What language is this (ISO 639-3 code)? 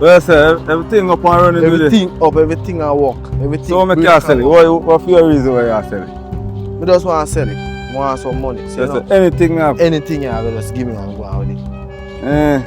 jam